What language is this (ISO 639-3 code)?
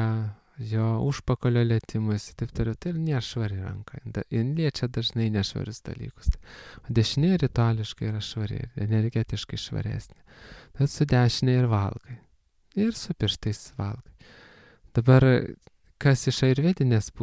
lit